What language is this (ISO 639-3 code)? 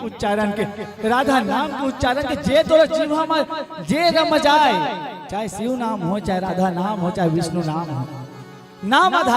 hne